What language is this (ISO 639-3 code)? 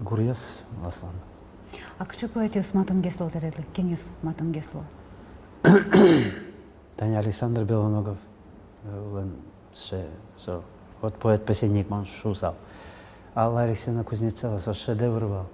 udm